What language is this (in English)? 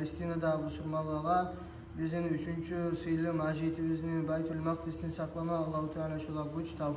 Kumyk